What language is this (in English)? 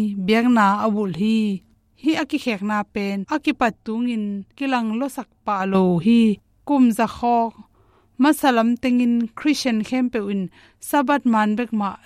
Tedim Chin